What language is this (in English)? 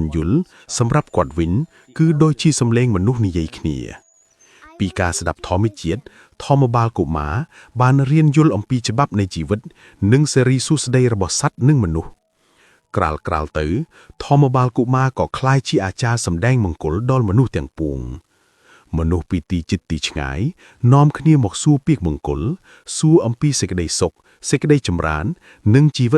Khmer